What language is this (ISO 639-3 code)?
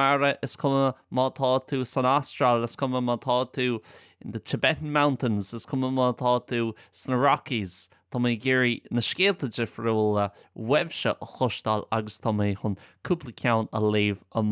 gle